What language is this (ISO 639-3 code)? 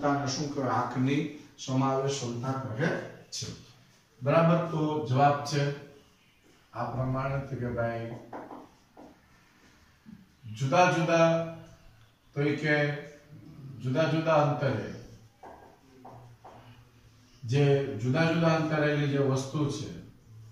guj